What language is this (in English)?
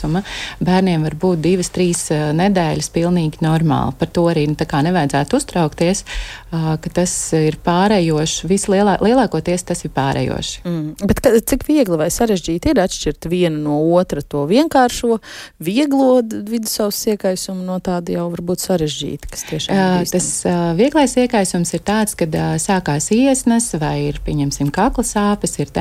Latvian